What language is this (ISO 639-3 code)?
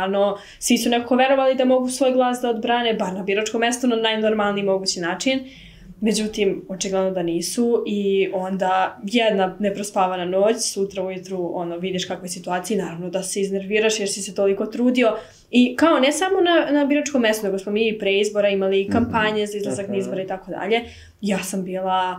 srp